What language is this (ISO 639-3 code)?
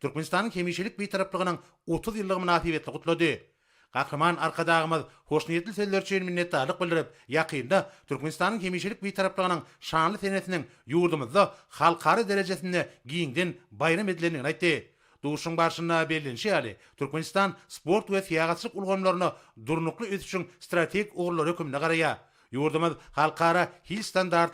tuk